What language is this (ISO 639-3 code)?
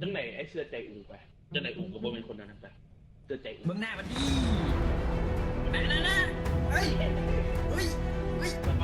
lao